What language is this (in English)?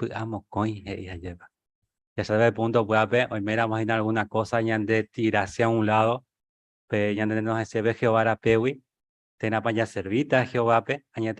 Guarani